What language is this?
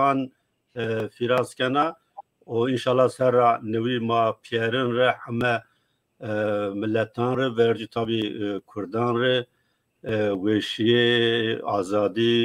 Zaza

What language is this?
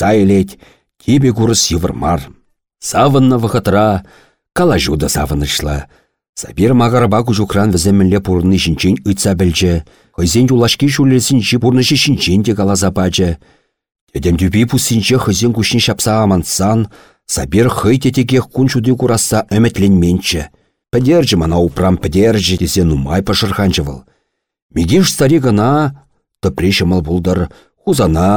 Chuvash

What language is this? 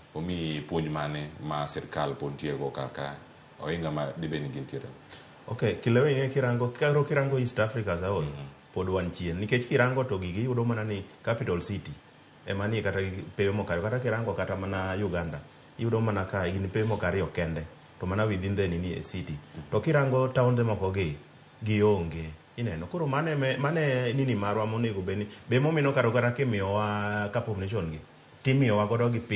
Luo (Kenya and Tanzania)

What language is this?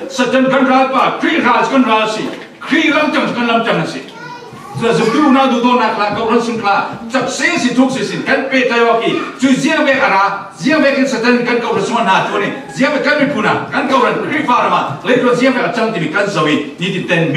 Falam Chin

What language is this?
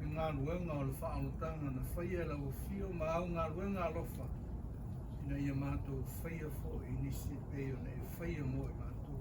Samoan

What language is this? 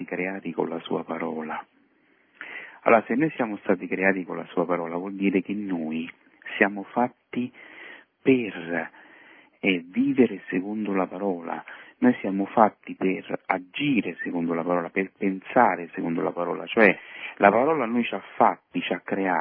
Italian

